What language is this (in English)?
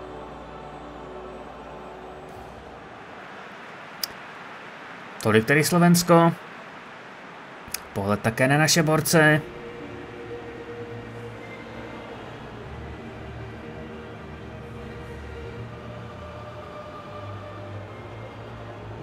Czech